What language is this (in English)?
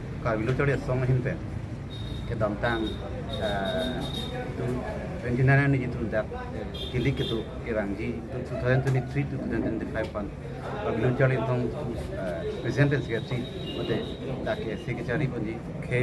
Karbi